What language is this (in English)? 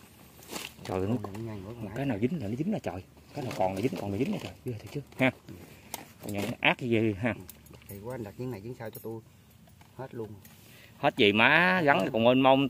Vietnamese